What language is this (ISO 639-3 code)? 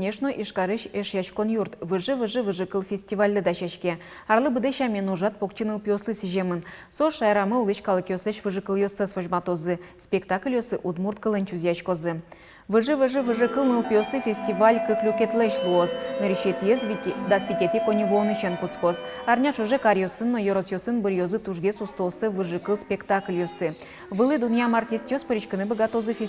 udm